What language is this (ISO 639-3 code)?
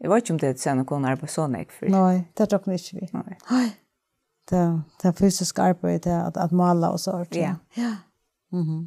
fao